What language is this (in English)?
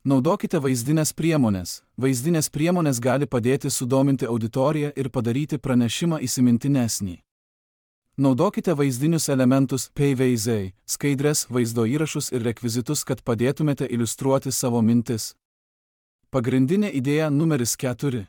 Lithuanian